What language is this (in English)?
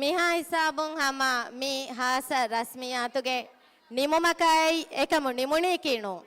Divehi